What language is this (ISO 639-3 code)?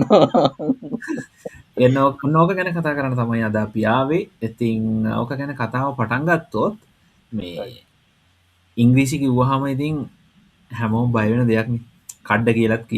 sin